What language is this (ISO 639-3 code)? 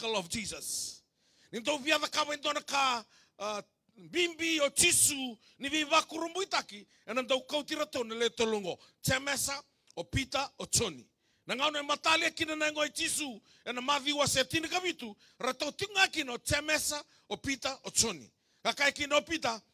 fij